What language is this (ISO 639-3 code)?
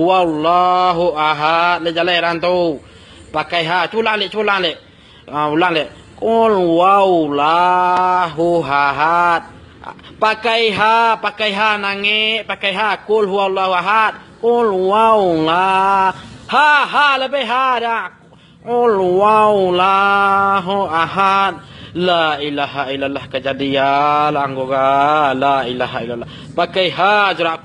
min